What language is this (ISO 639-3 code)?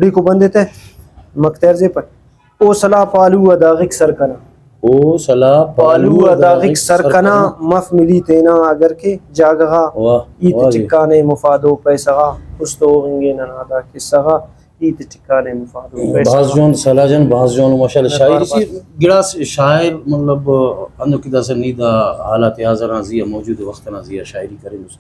brh